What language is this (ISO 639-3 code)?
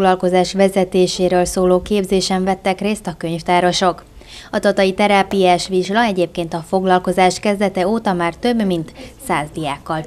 hun